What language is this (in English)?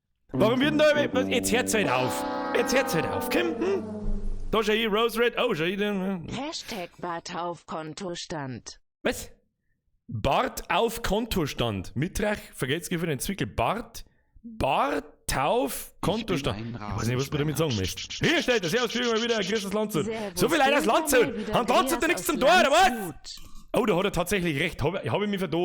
Bavarian